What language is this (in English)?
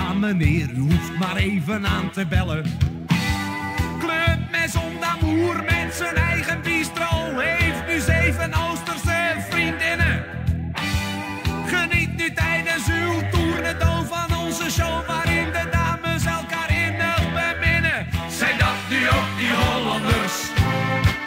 Dutch